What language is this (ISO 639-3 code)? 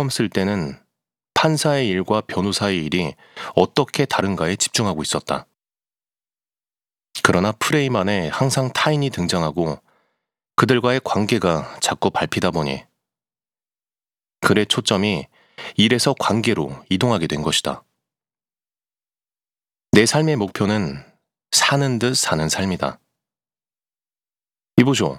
kor